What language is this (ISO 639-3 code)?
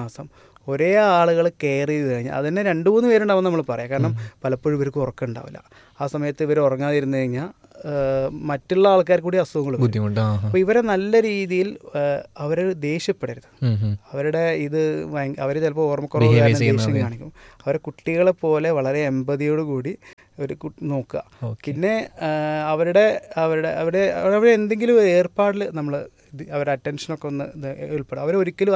mal